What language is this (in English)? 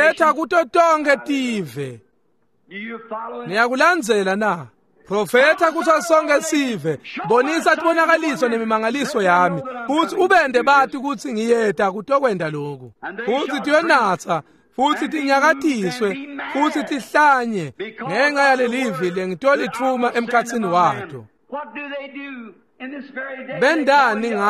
Swati